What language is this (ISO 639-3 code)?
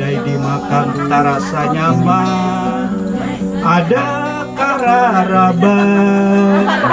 bjn